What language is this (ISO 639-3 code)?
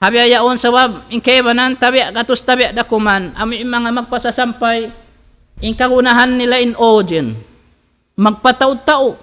tsg